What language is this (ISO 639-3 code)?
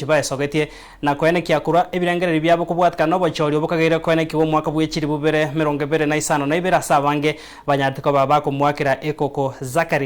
guz